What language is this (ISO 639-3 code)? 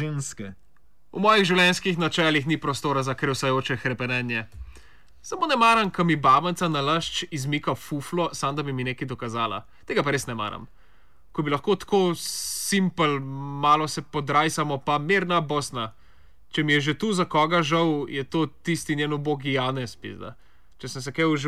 slv